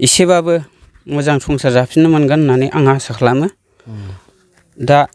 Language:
Bodo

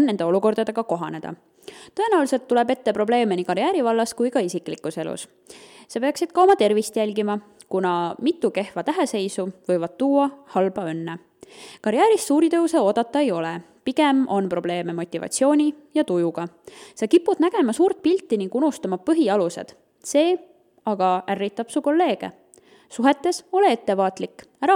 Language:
Estonian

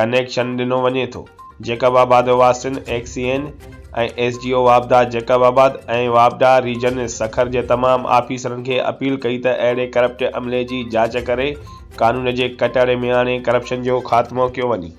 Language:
Sindhi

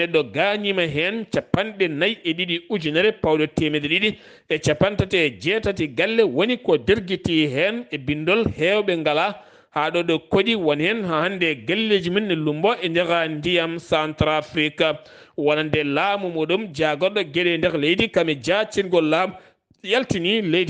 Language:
Fula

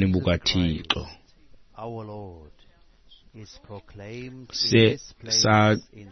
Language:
Xhosa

